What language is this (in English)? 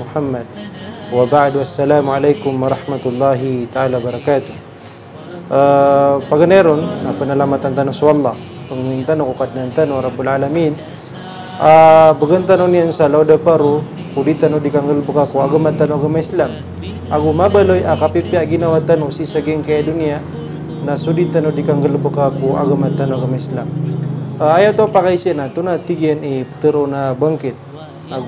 Maranao